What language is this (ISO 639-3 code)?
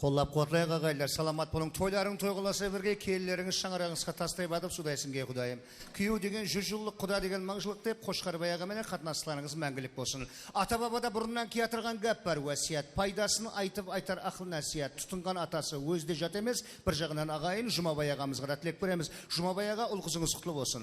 kaa